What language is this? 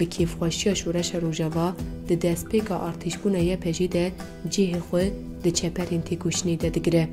Kurdish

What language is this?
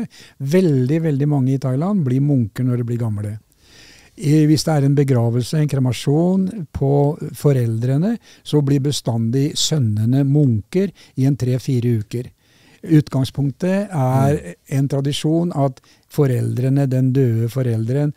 Norwegian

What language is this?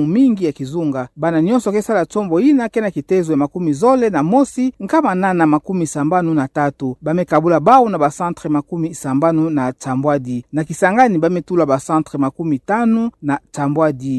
Kituba (Democratic Republic of Congo)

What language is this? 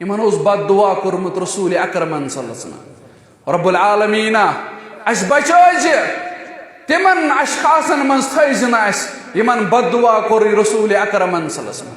Kashmiri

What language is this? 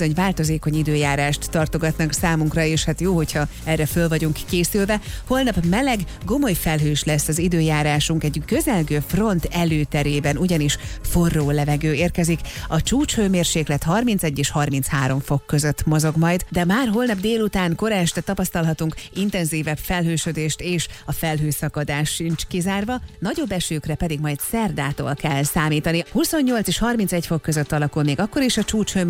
Hungarian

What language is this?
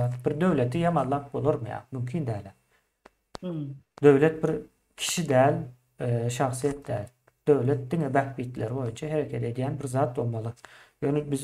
Turkmen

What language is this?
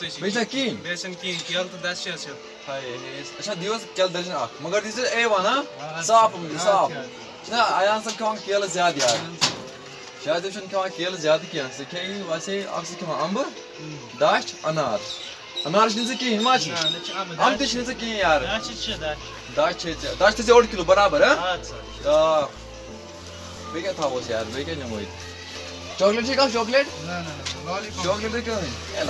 Kashmiri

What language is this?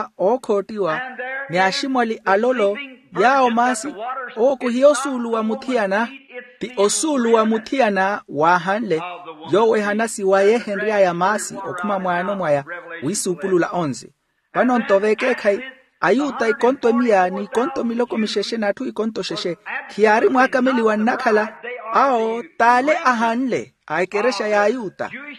Makhuwa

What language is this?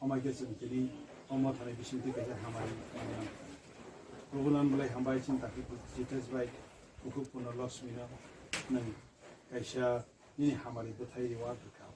Kok Borok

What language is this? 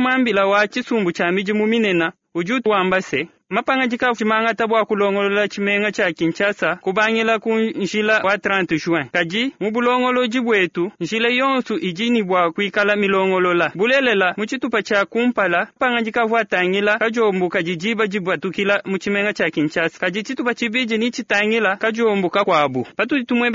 Luba-Lulua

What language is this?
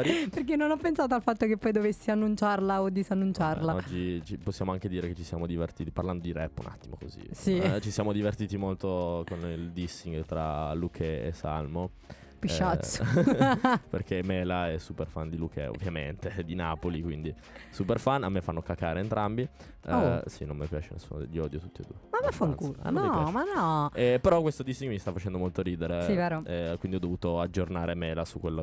Italian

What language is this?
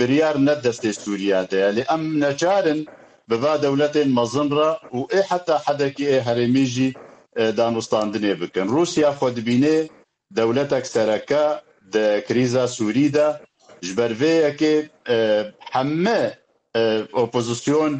Kurdish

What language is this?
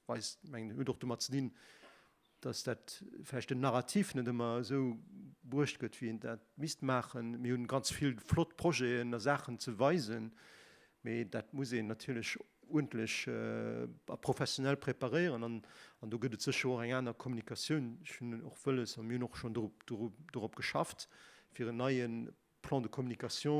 Luxembourgish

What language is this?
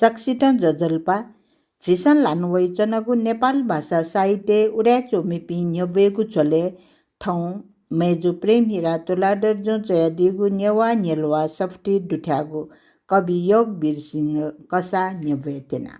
Newari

